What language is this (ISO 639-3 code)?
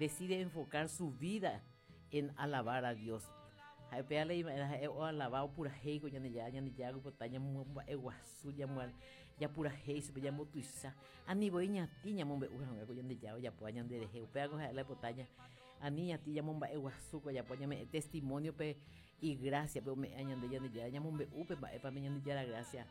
grn